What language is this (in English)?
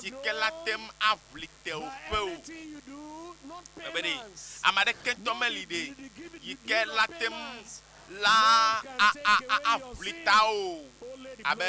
Ewe